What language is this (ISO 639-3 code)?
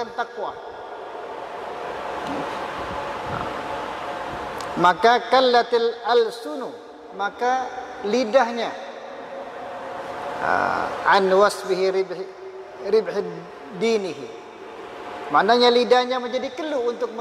msa